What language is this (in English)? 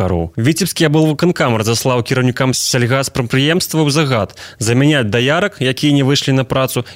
Belarusian